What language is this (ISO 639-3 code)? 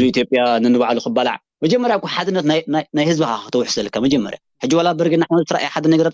tir